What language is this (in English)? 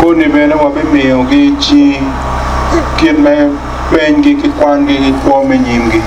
Acoli